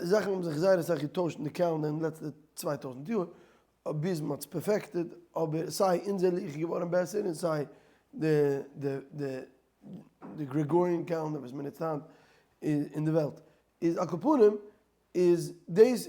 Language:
Yiddish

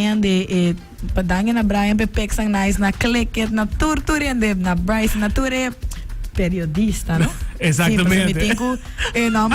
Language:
Papiamento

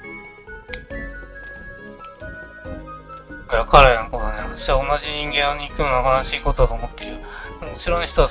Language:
Japanese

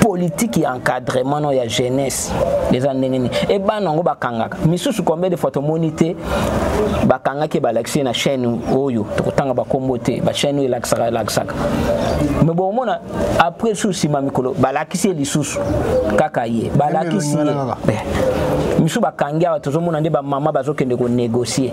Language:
Lingala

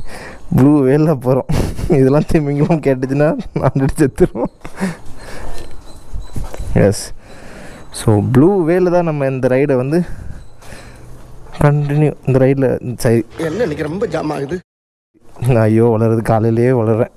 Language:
Tamil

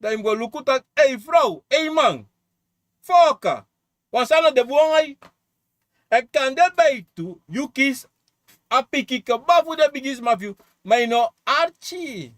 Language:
Sranan Tongo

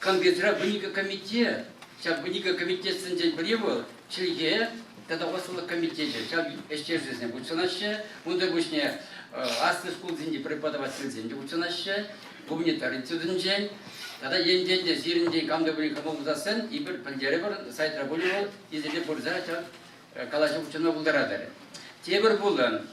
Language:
Chuvash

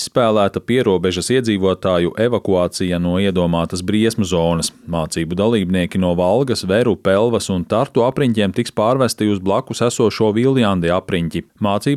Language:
Latvian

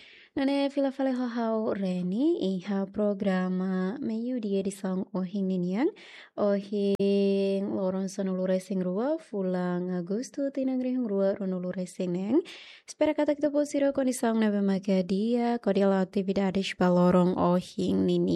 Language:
Tetum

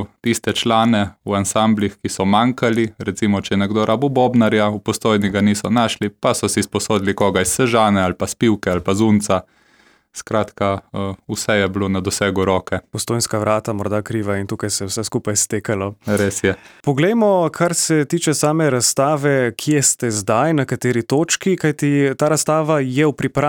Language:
Slovenian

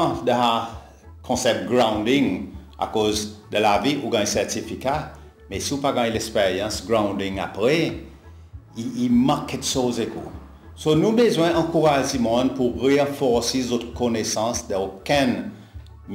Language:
Seselwa Creole French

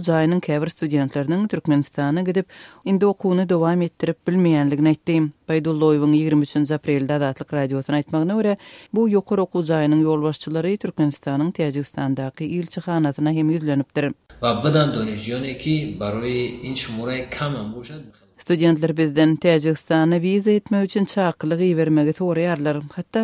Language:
Turkmen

